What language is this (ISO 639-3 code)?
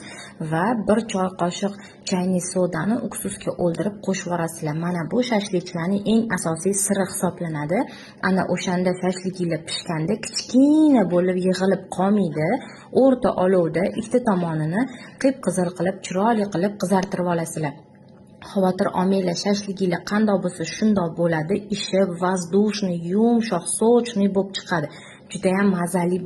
uzb